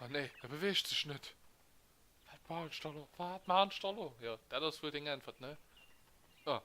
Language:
Luxembourgish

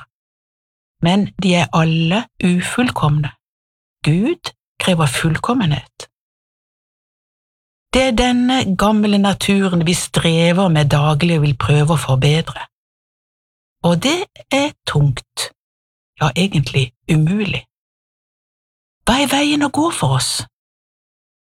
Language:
Norwegian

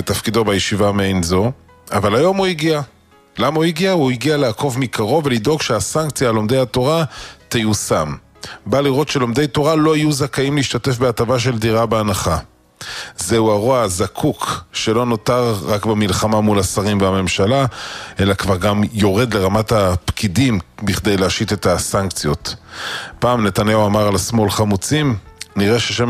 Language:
Hebrew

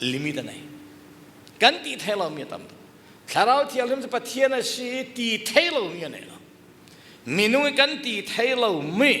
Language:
Falam Chin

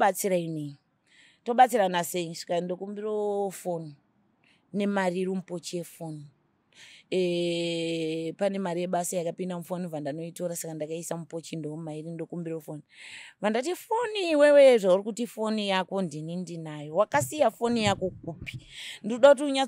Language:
Shona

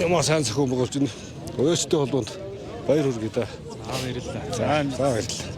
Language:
Mongolian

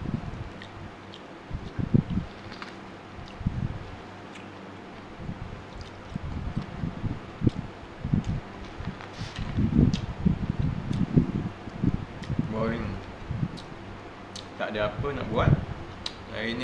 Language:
Malay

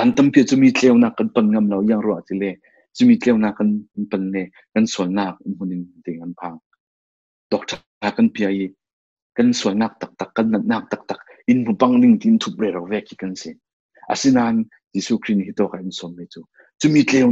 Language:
Falam Chin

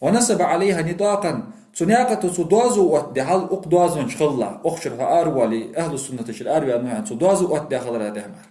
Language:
Ingush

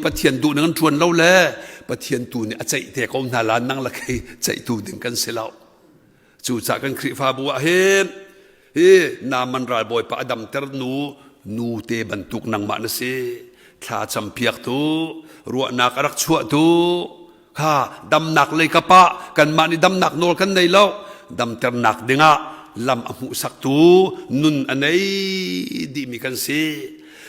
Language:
Hakha Chin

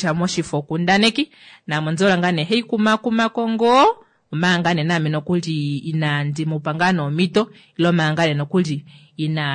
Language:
Kuanyama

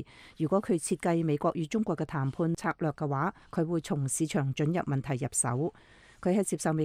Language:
Cantonese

